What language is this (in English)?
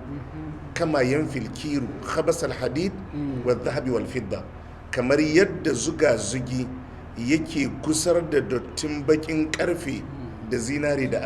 Hausa